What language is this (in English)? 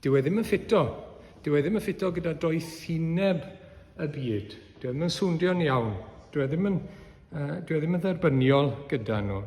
Welsh